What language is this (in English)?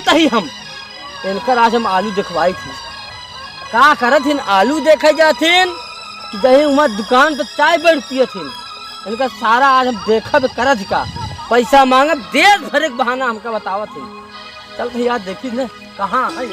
Awadhi